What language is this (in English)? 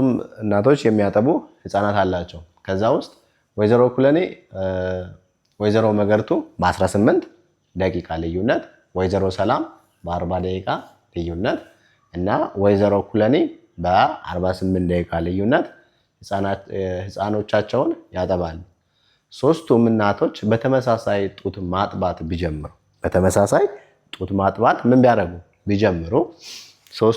Amharic